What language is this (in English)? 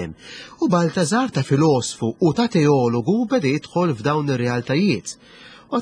Maltese